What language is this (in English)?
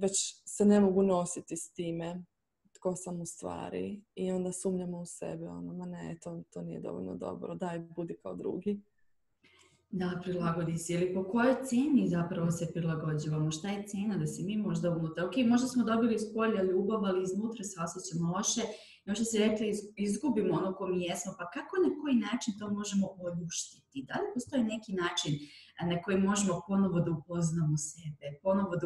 Croatian